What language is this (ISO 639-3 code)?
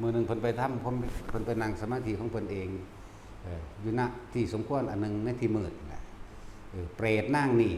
tts